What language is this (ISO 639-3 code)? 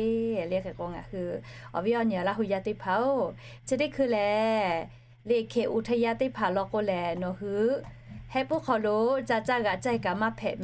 lhu